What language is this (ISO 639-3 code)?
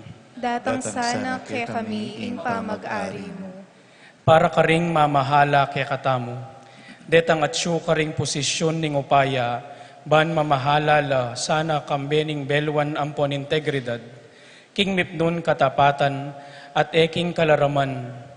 pam